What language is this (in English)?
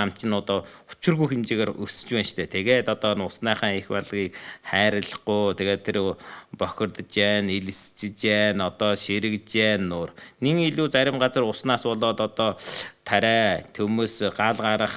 Mongolian